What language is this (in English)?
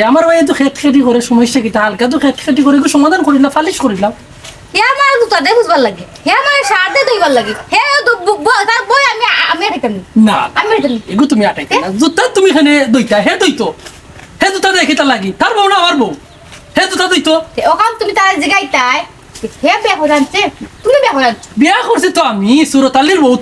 Sylheti